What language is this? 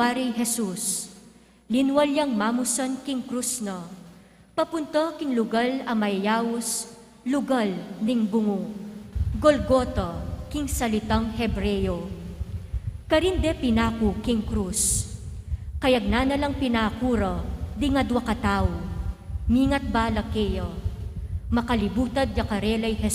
Pampanga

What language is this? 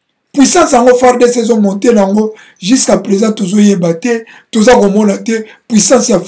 Lingala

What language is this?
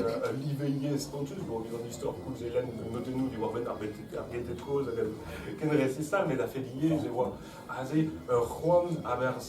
Breton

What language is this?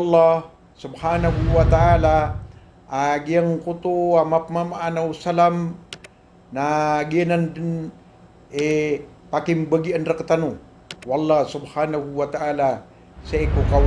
Maranao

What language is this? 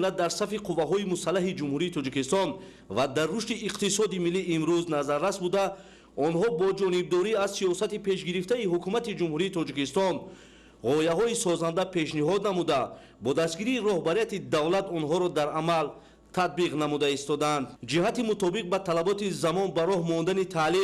Tajik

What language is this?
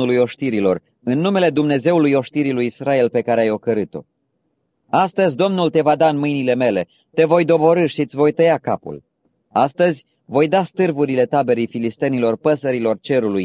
Romanian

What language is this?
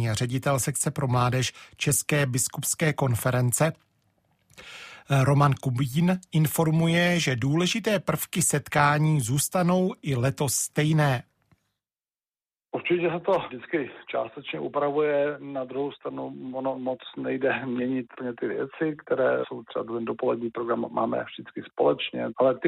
Czech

